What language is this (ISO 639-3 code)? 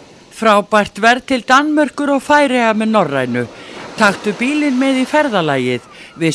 isl